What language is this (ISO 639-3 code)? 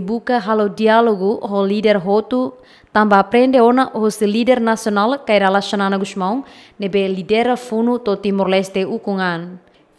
tet